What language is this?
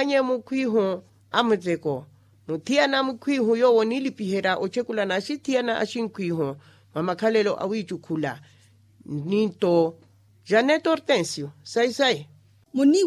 Makhuwa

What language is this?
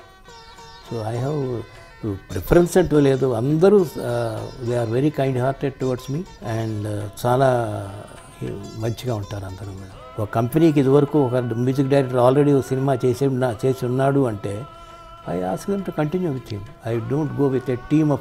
Telugu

